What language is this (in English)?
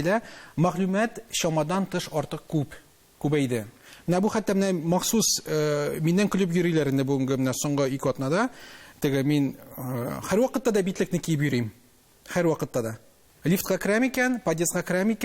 Tatar